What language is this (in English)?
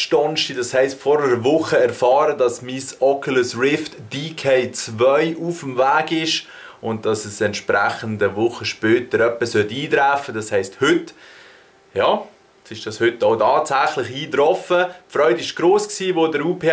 Swiss German